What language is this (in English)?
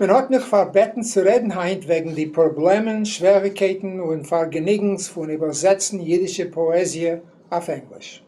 Yiddish